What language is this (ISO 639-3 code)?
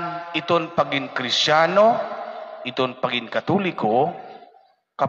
war